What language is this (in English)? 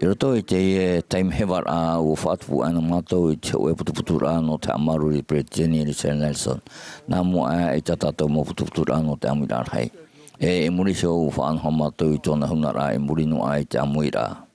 Tahitian